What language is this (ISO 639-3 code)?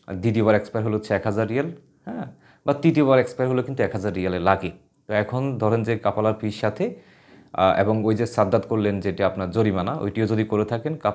ben